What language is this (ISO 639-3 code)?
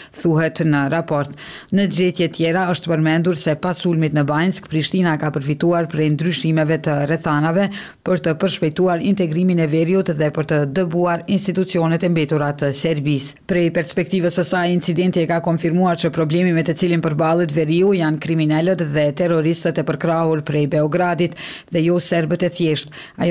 sqi